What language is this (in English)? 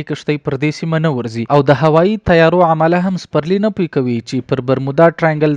Pashto